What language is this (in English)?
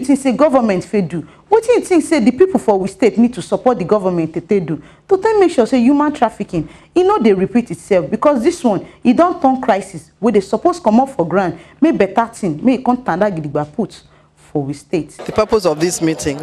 Nigerian Pidgin